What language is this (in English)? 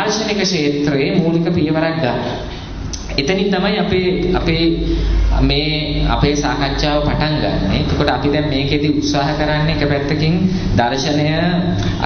Sinhala